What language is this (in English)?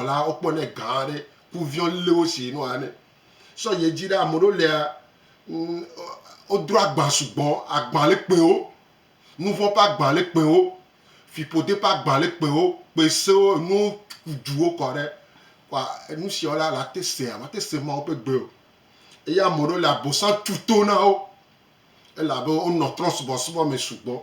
Gen